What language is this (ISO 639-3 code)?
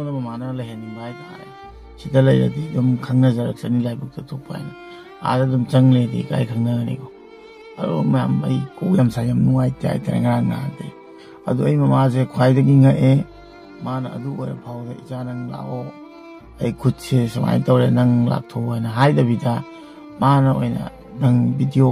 mni